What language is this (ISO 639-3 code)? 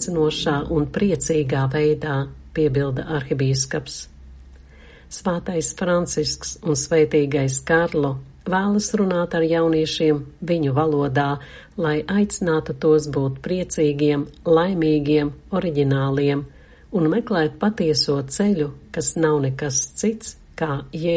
lav